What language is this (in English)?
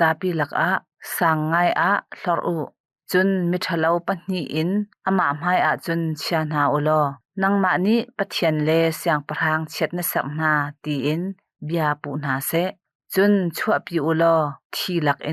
Hakha Chin